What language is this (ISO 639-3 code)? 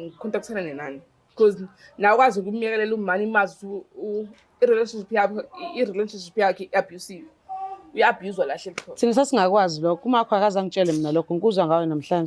zul